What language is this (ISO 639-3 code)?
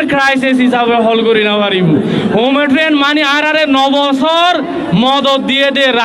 rhg